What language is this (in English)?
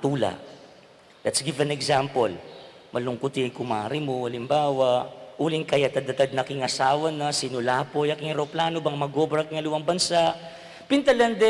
Pampanga